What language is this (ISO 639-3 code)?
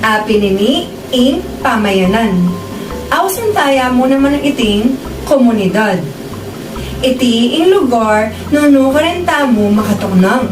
pam